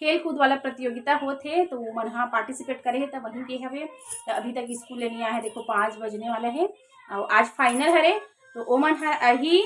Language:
Chhattisgarhi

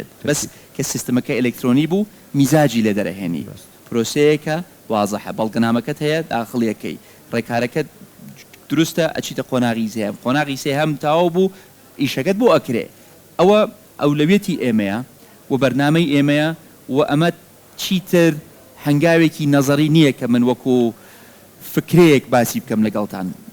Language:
Central Kurdish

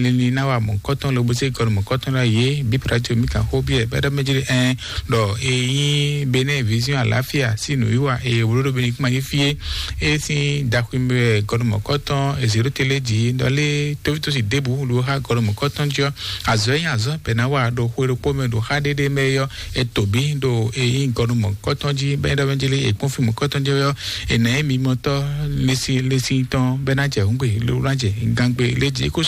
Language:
Fon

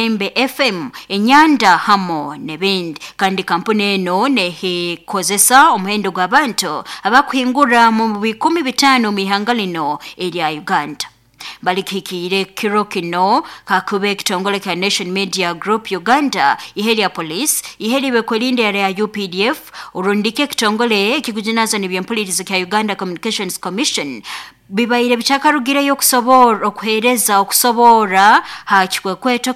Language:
Nyoro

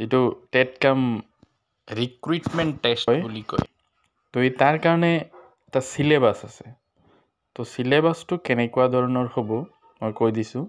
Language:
Assamese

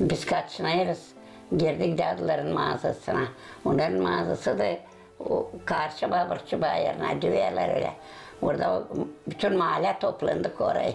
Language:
Gagauz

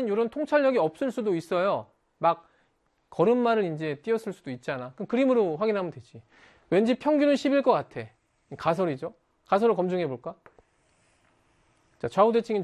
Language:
Korean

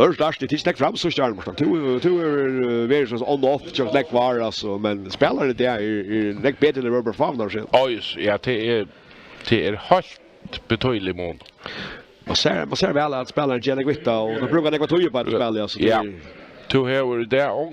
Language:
Faroese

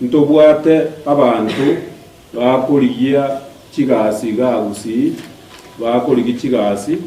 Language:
Gusii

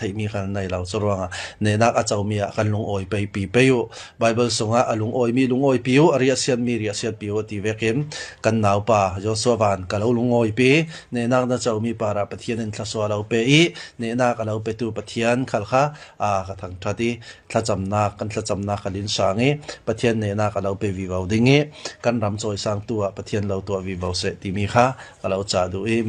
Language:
Falam Chin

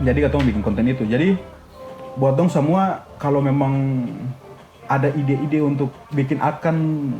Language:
Ambonese Malay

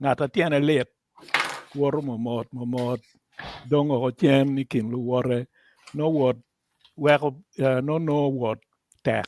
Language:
Acoli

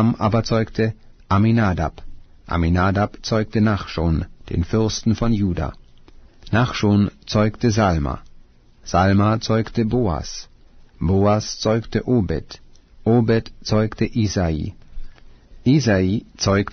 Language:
German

